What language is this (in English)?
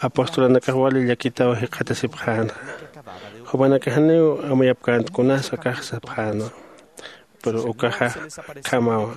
Aymara